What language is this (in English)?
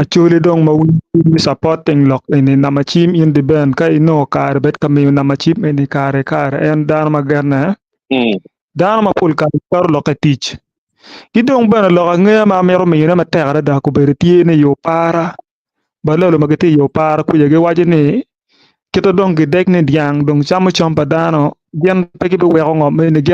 Acoli